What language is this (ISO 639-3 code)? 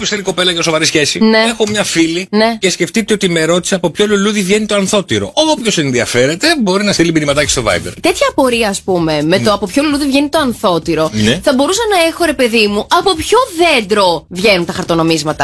ell